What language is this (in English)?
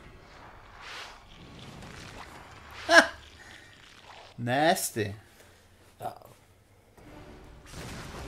Norwegian